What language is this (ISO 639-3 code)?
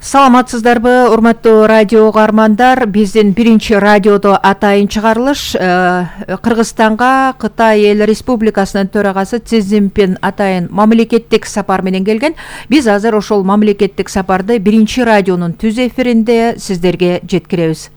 kir